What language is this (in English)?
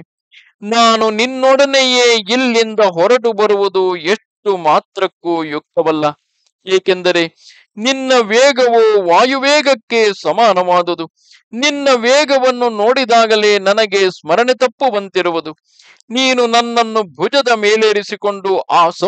Kannada